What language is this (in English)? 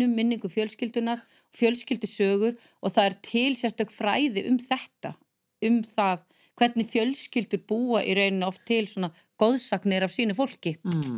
Icelandic